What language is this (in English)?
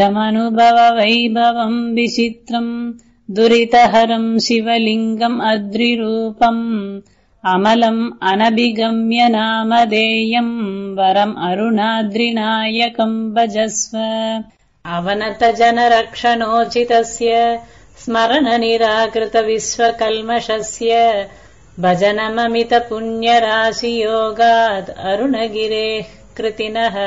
Sanskrit